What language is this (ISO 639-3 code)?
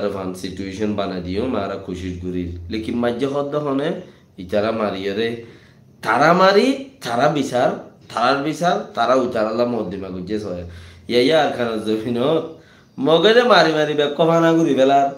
rhg